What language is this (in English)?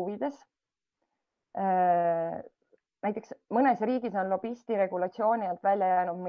Estonian